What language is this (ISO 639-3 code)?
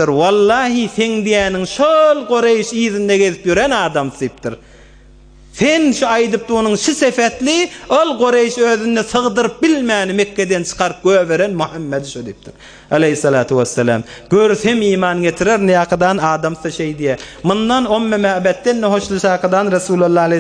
tuk